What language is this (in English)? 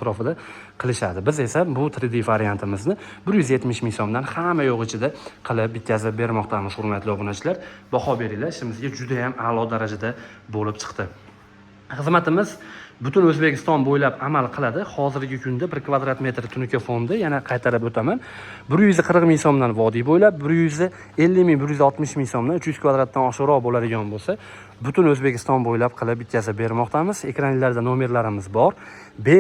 Uzbek